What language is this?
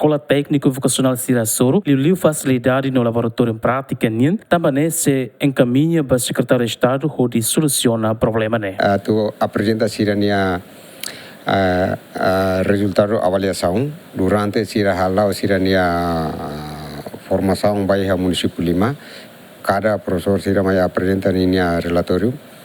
Tetum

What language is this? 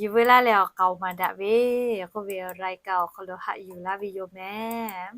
Lahu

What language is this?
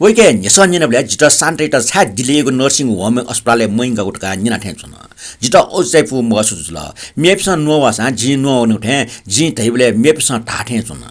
Newari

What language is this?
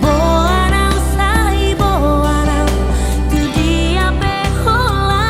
Batak Toba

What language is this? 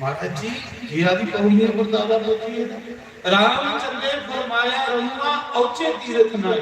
Dogri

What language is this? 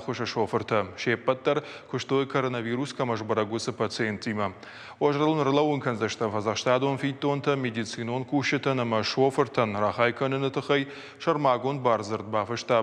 Ossetic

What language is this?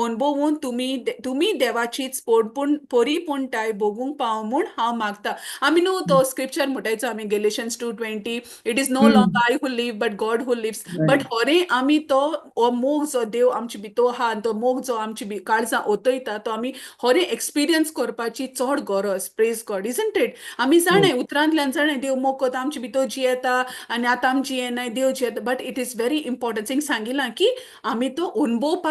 Konkani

